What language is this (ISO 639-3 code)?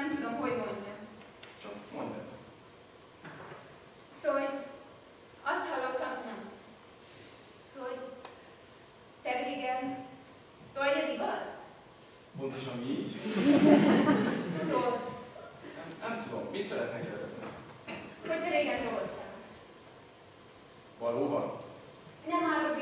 hun